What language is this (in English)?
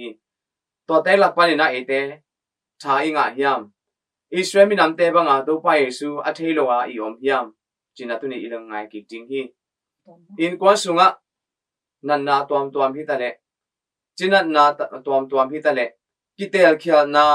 Tedim Chin